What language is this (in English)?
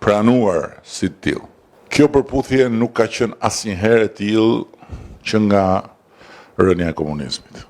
Albanian